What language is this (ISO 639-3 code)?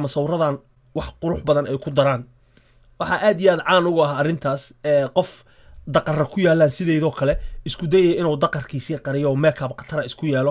som